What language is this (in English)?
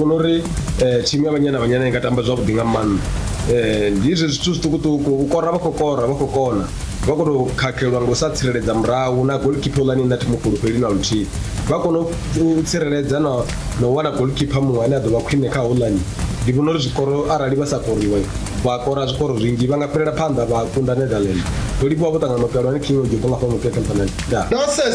Venda